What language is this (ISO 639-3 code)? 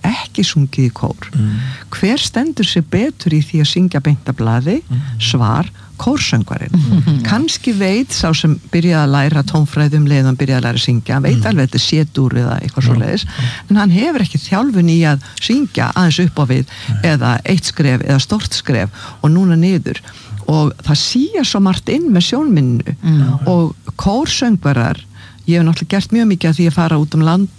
isl